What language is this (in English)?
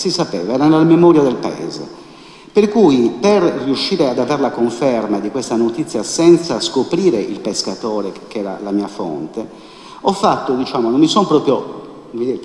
Italian